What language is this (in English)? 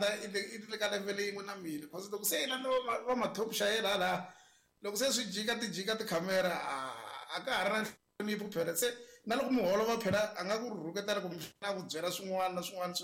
Tsonga